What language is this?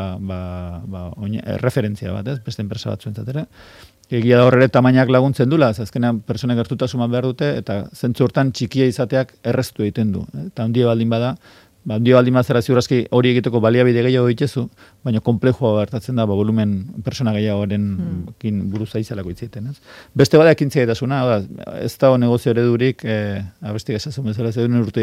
Basque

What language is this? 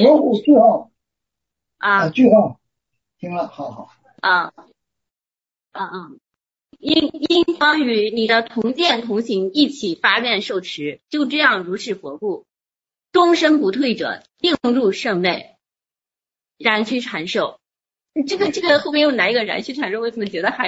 Chinese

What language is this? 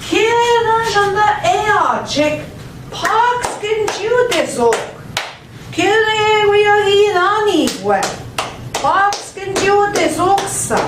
Central Ojibwa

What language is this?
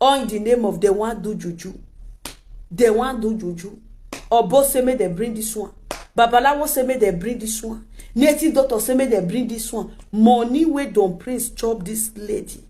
Nigerian Pidgin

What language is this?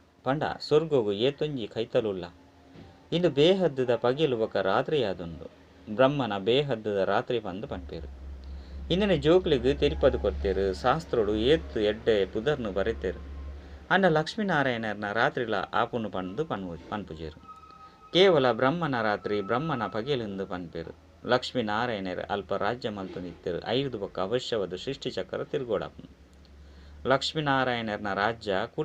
Tulu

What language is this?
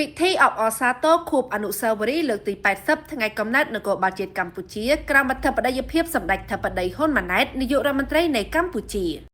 Khmer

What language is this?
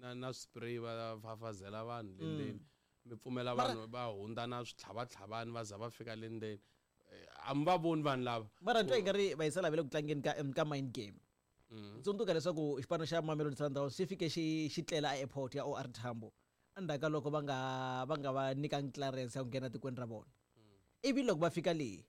Tsonga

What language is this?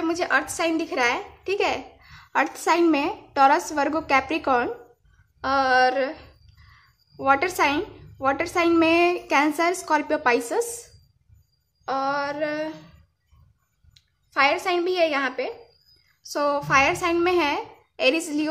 Hindi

